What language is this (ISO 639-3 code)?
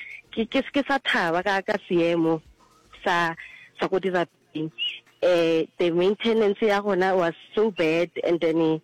nso